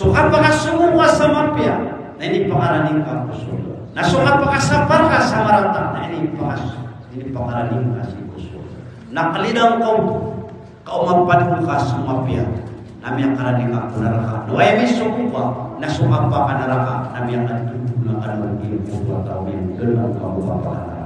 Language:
Maranao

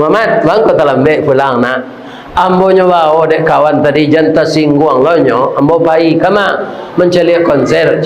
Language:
Minangkabau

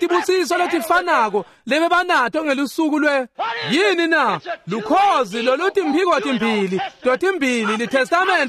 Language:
Swati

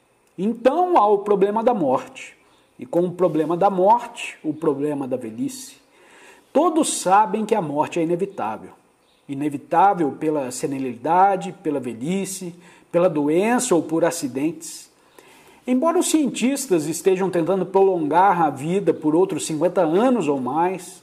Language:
Portuguese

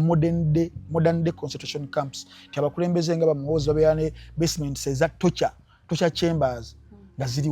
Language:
Ganda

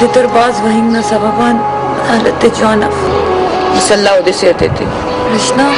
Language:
Brahui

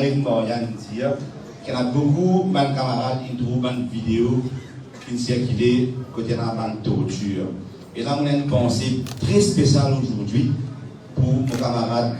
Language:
Morisyen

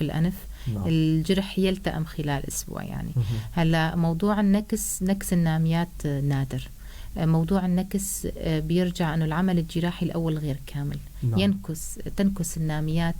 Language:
North Levantine Arabic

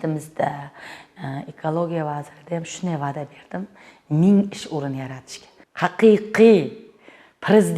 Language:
Uzbek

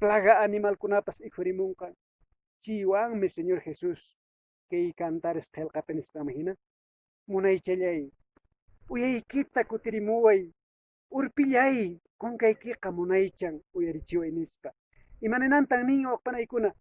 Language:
Quechua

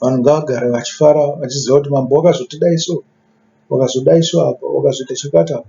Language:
Shona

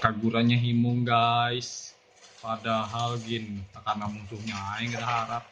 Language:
Banjar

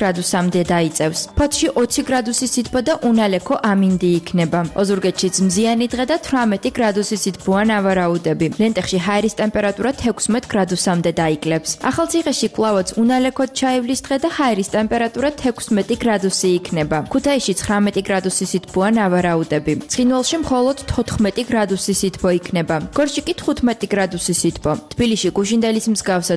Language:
Georgian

